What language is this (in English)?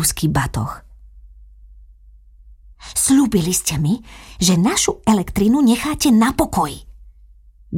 Slovak